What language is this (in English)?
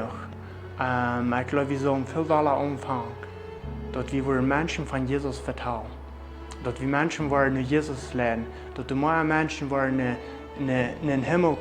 Plautdietsch